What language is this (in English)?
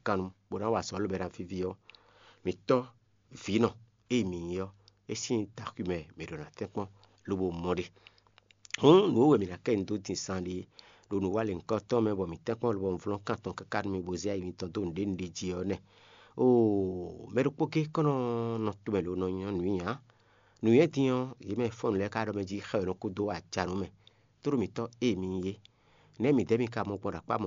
Fon